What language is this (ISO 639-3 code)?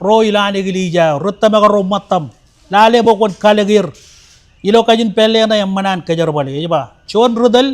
mah